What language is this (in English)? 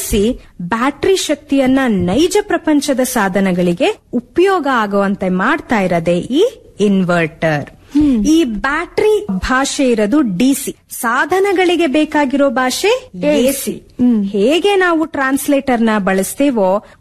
Kannada